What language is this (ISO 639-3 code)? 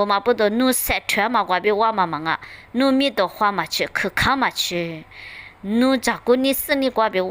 lis